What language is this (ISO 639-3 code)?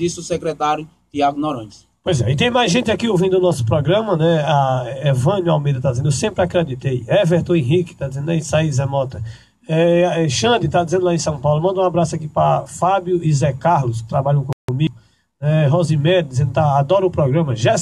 por